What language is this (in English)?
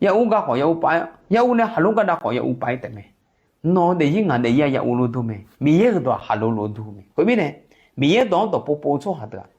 Akha